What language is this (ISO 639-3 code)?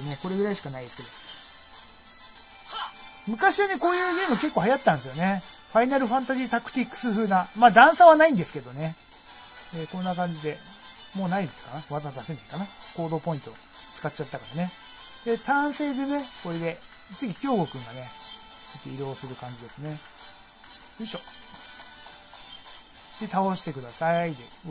jpn